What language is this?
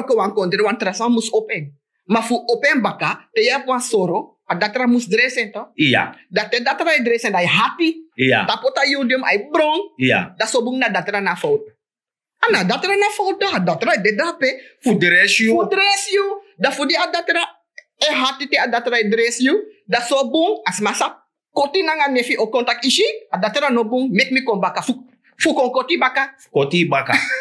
Sranan Tongo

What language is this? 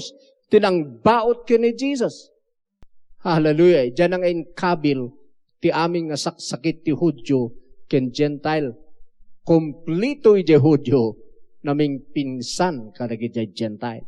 Iloko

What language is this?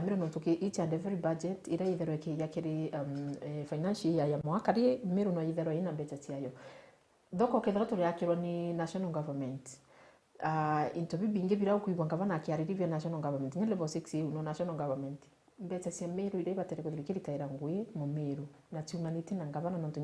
Meru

